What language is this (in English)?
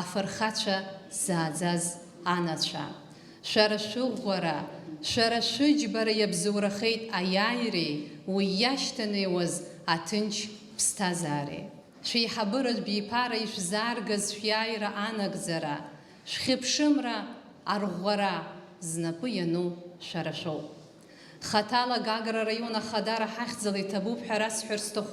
Abkhazian